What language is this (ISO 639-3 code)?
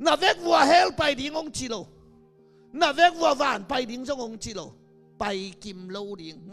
ctd